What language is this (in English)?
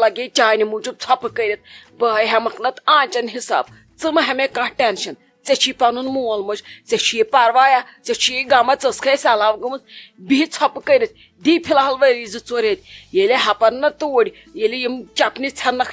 Kashmiri